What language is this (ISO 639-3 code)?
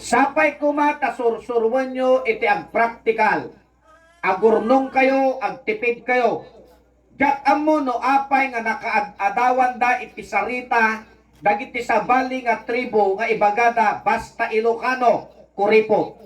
ilo